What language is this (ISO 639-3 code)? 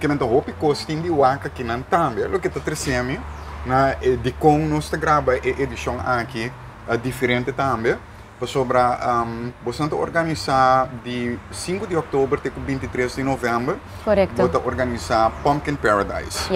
pap